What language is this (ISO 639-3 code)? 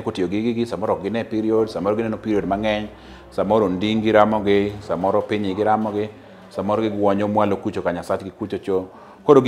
luo